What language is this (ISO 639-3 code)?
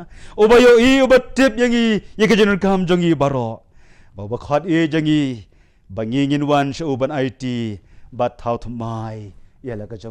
kha